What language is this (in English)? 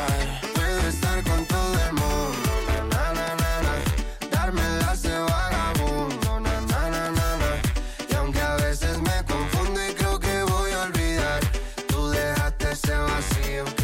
Spanish